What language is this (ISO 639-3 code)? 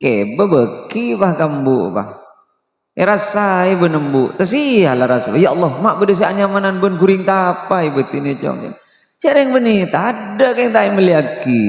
mad